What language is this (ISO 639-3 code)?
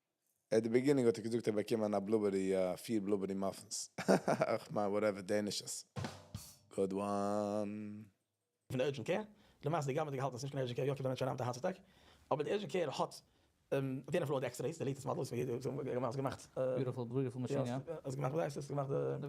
yid